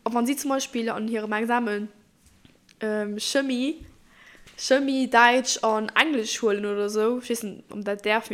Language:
Luxembourgish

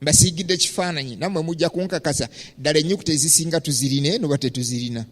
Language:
Ganda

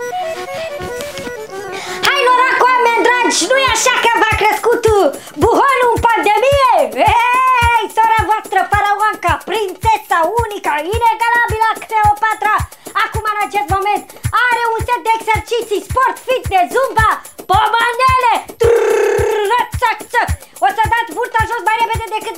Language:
Romanian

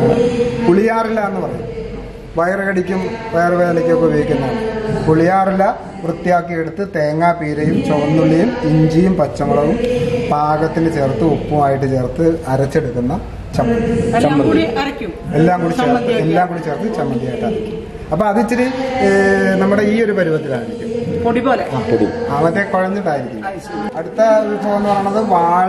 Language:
Malayalam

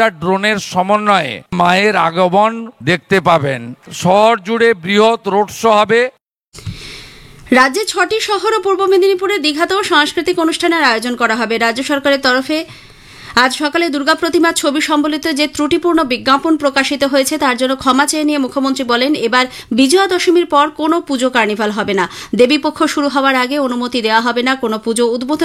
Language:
Bangla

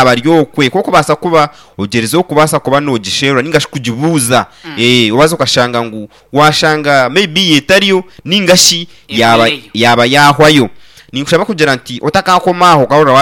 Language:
Nyankole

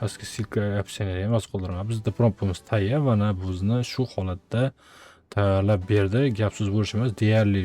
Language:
Uzbek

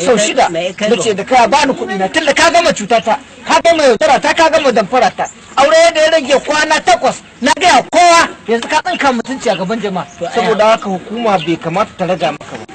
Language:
Hausa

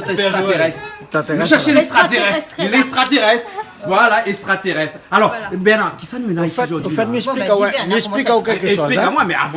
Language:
Réunion Creole French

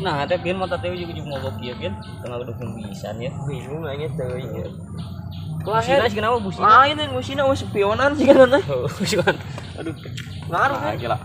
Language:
Sundanese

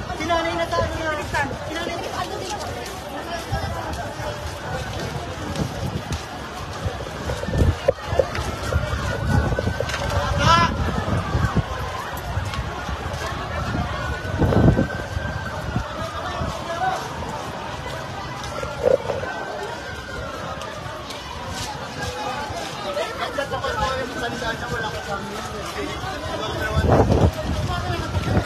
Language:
Filipino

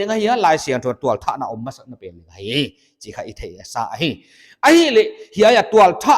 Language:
Paite Chin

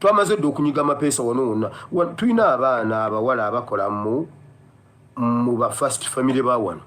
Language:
Ganda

